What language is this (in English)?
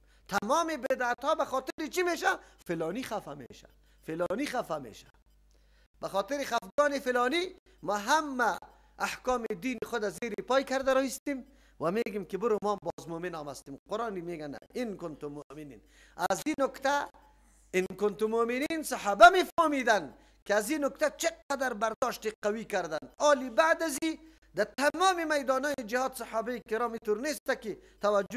Persian